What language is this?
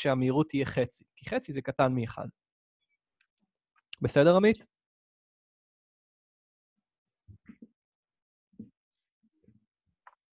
Hebrew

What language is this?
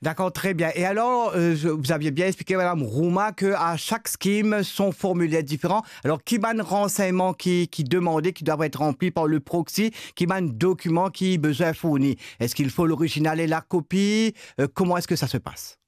Morisyen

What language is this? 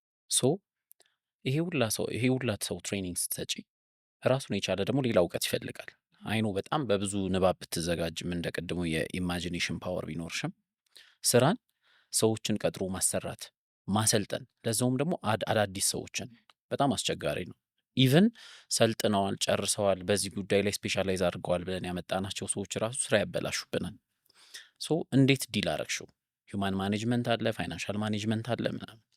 Amharic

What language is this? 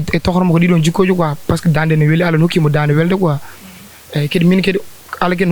Fula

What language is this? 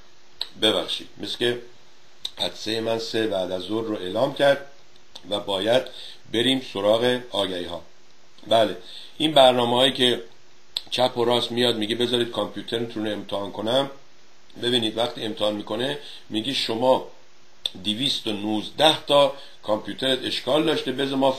Persian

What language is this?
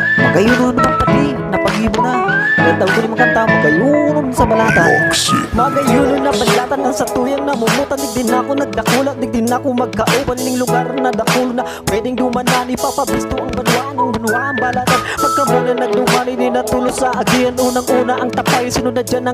Bikol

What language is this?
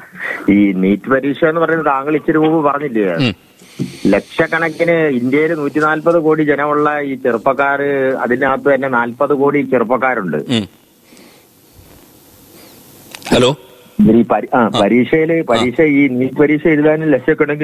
Malayalam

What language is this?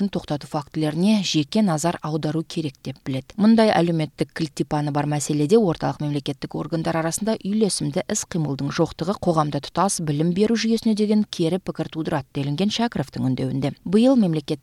Kyrgyz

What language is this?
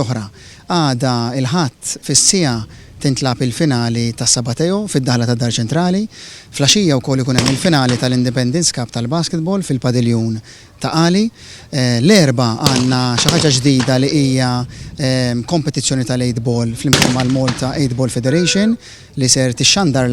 Maltese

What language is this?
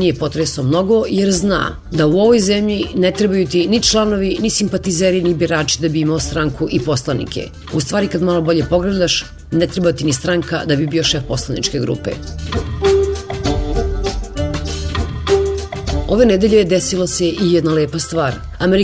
Serbian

